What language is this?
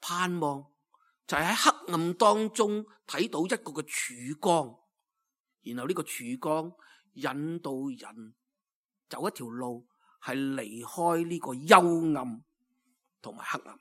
Cantonese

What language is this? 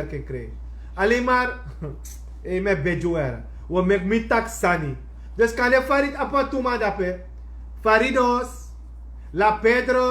Sranan Tongo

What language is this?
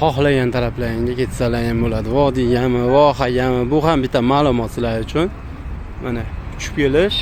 Uzbek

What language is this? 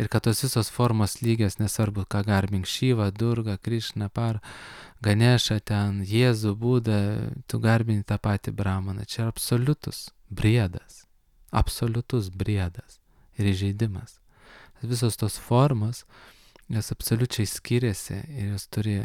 Lithuanian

